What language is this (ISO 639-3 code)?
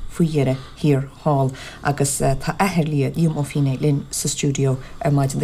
gle